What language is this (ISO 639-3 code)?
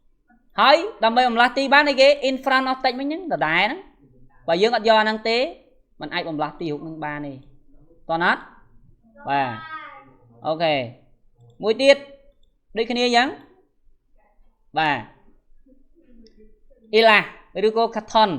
khm